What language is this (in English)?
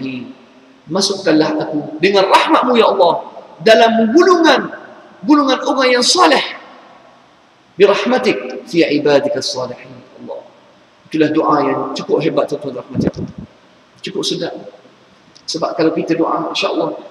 Malay